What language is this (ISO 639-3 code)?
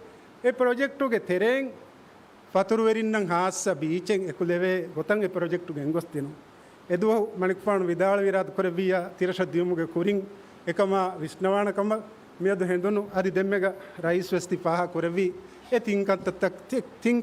div